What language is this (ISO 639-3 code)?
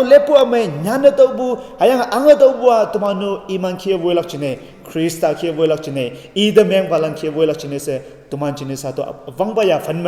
nbe